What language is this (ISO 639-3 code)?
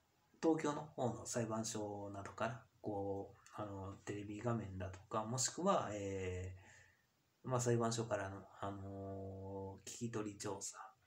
jpn